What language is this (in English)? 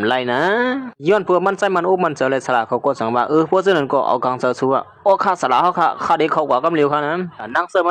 Shan